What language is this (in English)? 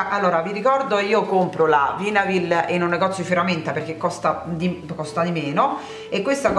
Italian